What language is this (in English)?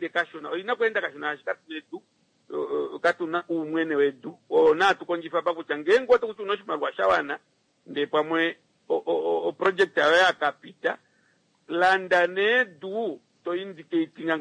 Kuanyama